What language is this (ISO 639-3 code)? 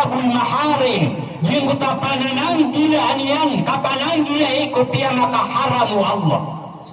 mrw